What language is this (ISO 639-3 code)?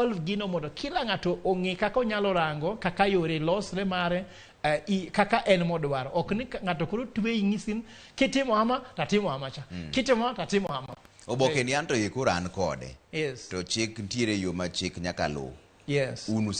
luo